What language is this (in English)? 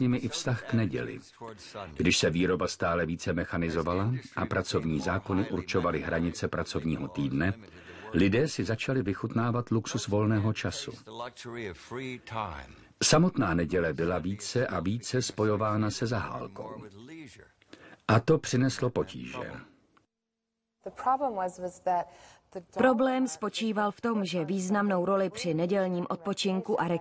Czech